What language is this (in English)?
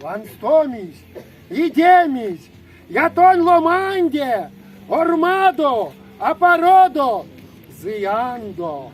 Erzya